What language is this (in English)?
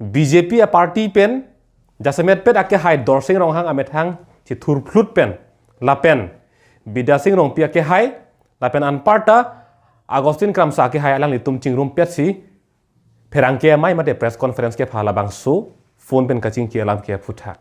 Karbi